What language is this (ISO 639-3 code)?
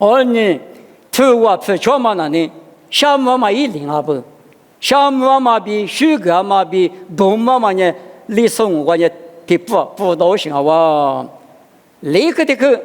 lis